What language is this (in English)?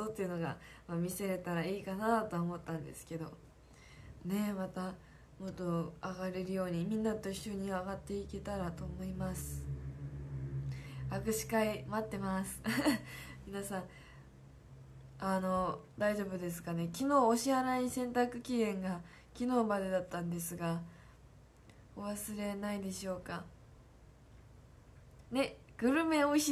Japanese